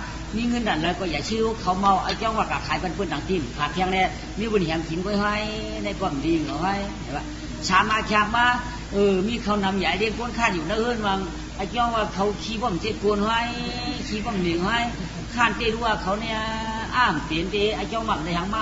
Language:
Shan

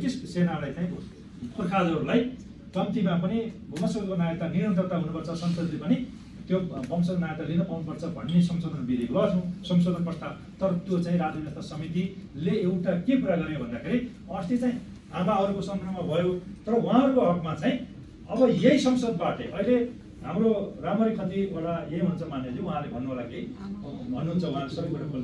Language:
Nepali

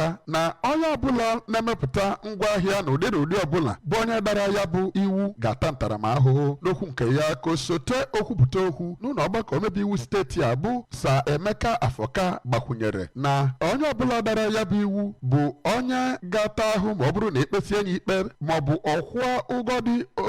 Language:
Igbo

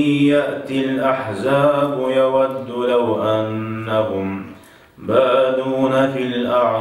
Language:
Kumyk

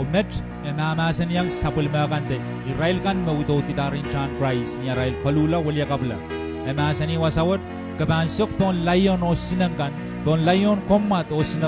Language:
Pohnpeian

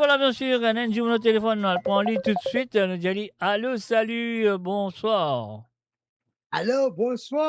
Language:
Morisyen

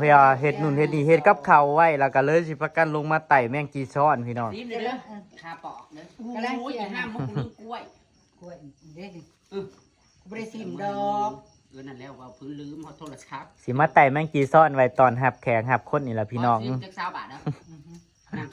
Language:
Northeastern Thai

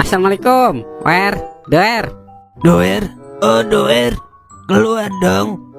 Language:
Betawi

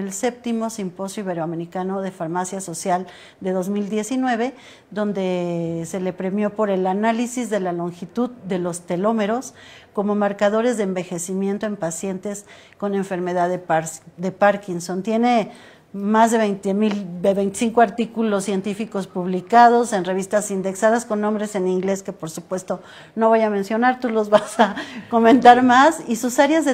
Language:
Spanish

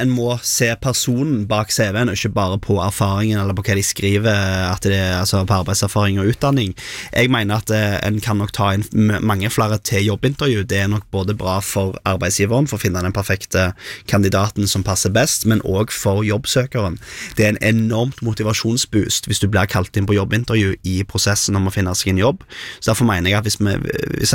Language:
Norwegian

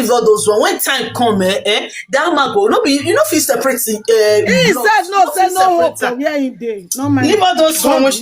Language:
Nigerian Pidgin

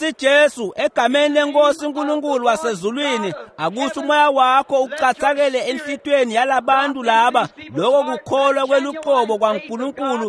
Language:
Swati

